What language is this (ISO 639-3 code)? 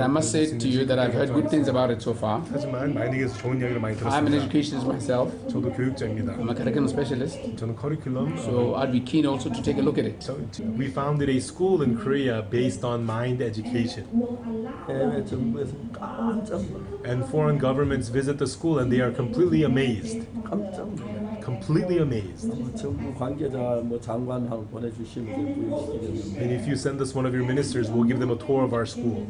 tsn